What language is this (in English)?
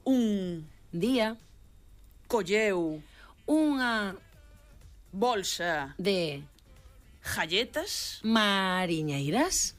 Galician